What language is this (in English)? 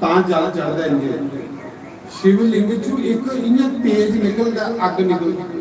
Dogri